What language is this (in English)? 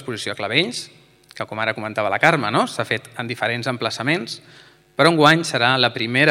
Catalan